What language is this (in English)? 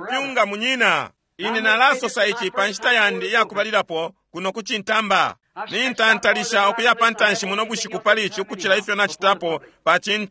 Bemba